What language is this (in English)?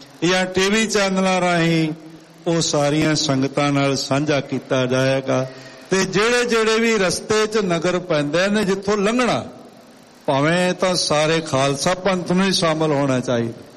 Punjabi